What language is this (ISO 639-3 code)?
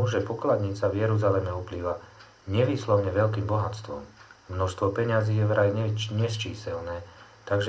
slk